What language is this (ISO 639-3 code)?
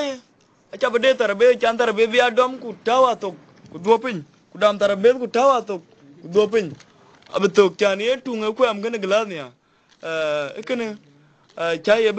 din